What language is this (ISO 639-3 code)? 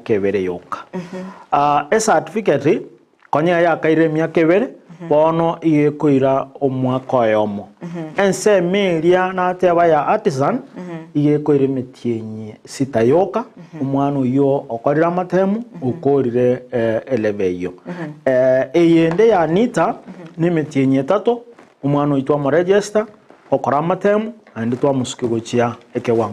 guz